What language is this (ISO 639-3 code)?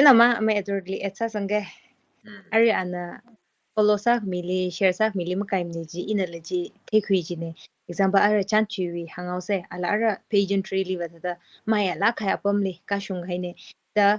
nmf